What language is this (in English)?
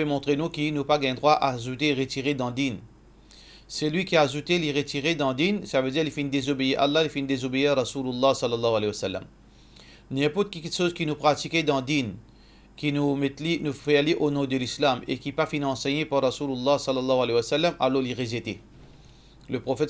Morisyen